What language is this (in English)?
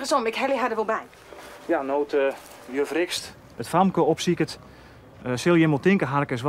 Western Frisian